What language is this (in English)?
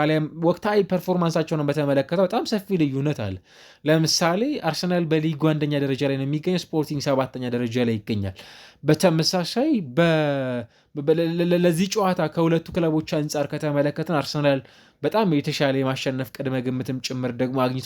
Amharic